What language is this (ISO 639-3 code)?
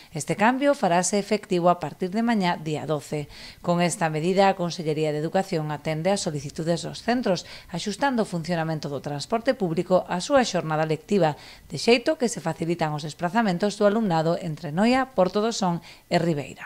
glg